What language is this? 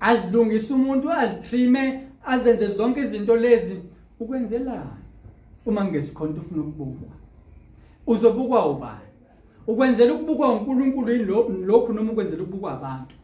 Zulu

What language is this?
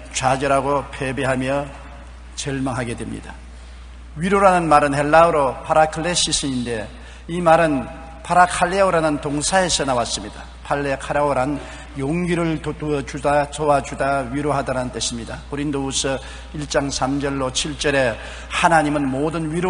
Korean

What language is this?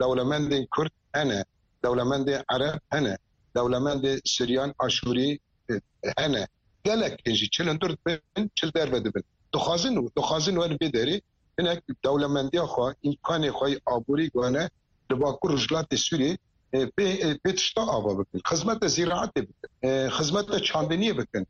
Kurdish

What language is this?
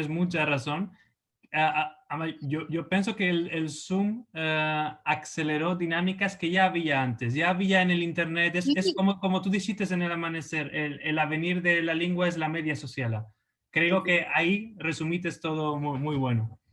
Ladino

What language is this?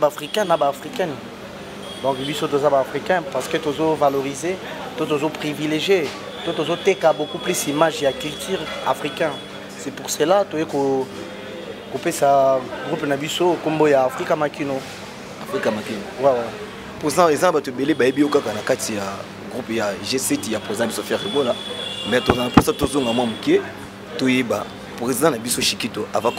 Lingala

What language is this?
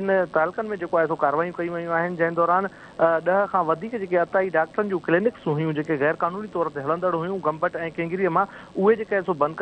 Sindhi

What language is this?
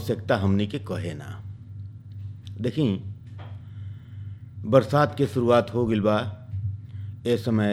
Bhojpuri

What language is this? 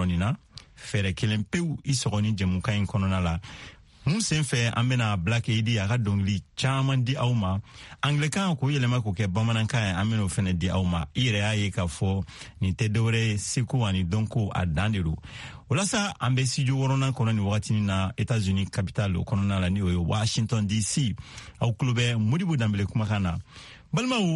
Bambara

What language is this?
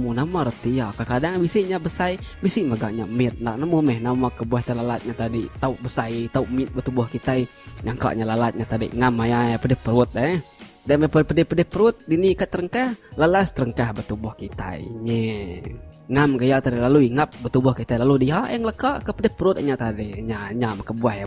Iban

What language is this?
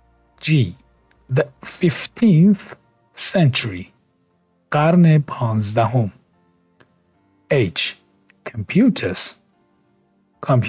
Persian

